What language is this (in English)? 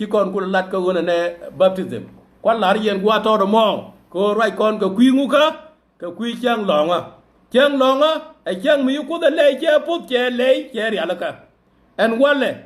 Nuer